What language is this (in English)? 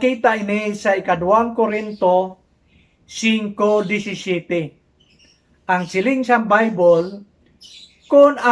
Hiligaynon